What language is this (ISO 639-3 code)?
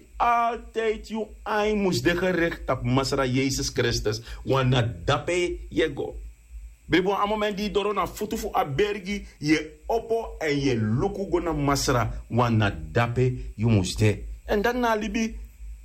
srn